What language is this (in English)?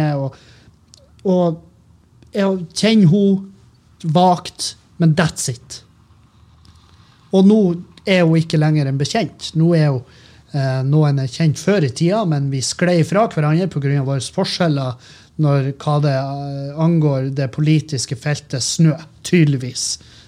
Norwegian